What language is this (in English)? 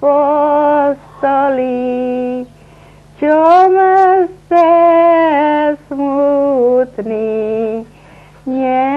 Rusyn